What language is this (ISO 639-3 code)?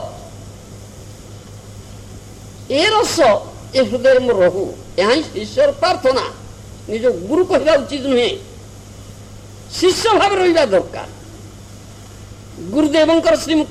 ori